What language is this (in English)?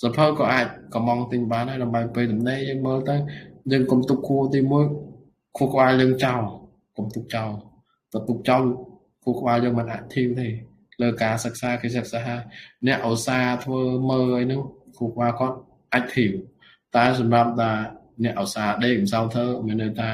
Khmer